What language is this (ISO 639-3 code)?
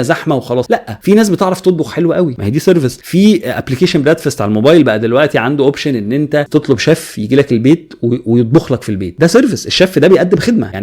arz